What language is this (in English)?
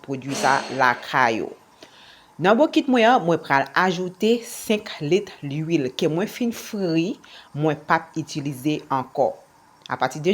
Haitian Creole